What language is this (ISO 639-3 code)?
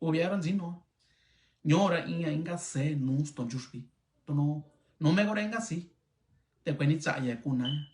mix